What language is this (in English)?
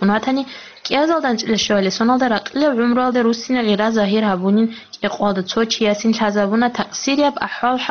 Avaric